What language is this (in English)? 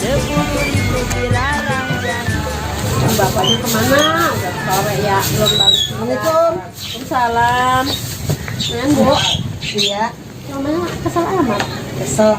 Betawi